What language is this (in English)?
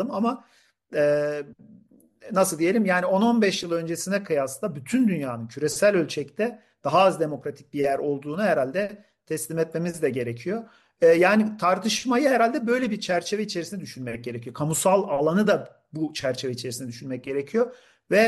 Turkish